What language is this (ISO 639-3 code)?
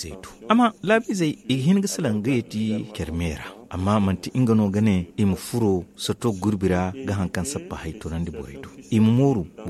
dje